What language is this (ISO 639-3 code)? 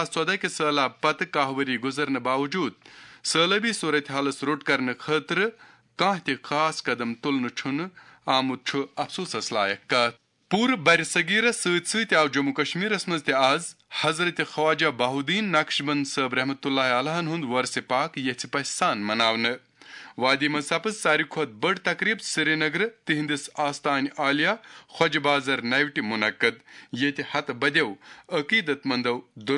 kas